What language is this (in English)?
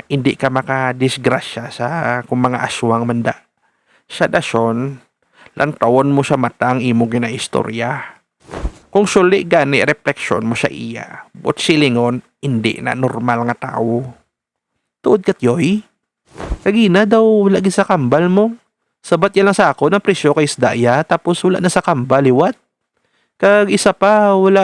Hiligaynon